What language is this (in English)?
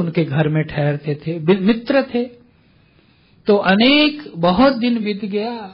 Hindi